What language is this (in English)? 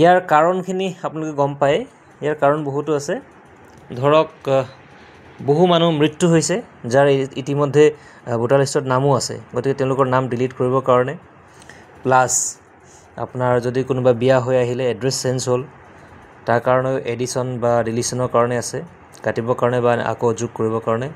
Assamese